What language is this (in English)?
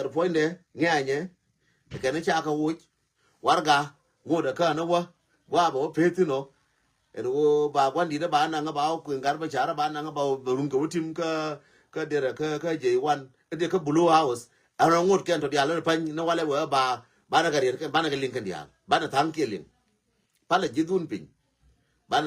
Nuer